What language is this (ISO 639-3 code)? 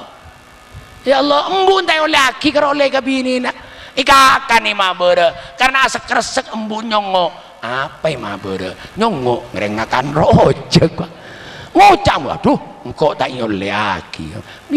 mad